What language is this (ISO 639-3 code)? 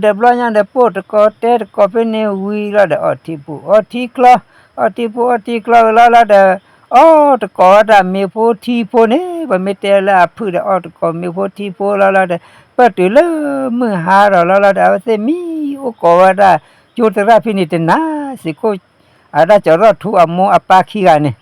ksw